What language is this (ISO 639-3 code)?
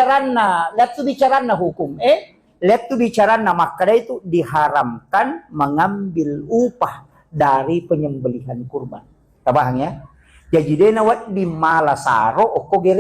bug